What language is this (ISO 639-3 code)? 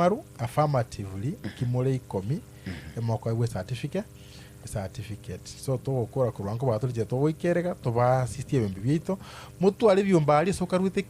guz